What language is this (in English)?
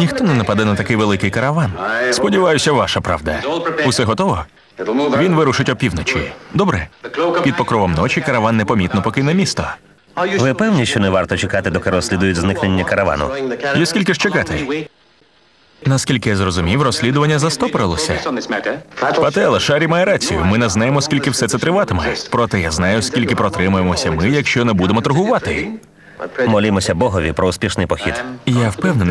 Ukrainian